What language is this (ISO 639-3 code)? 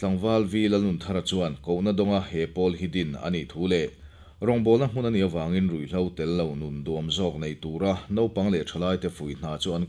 lus